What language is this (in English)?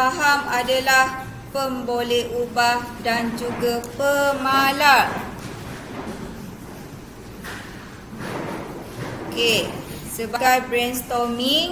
Malay